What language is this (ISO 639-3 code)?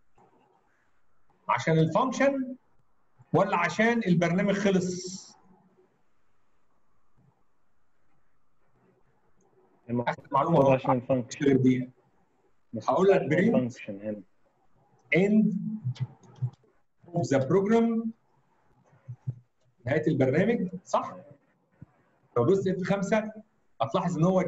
arz